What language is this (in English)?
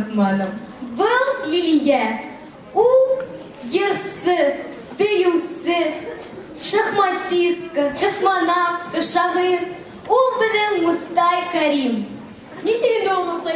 Bashkir